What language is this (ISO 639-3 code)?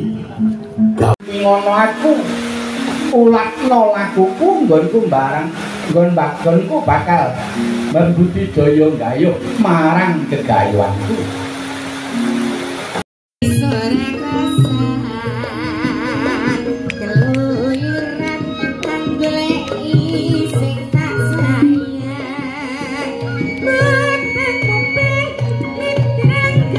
jav